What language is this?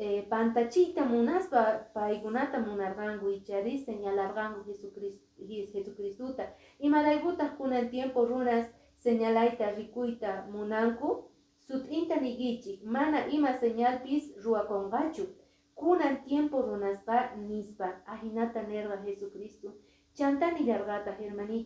Quechua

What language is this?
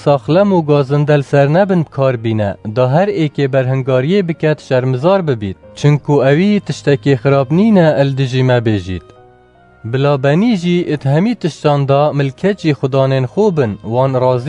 Kurdish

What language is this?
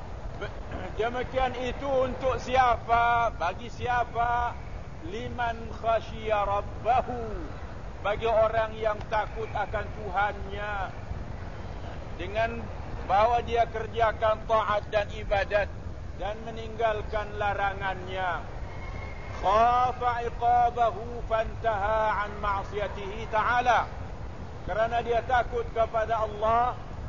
Malay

